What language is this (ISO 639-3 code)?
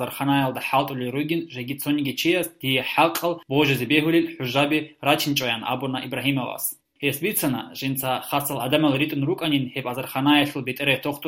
ava